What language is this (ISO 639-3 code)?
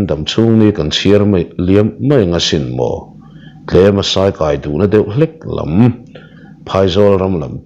lus